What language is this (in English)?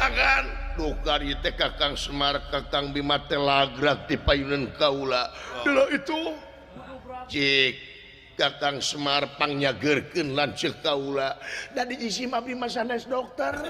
Sundanese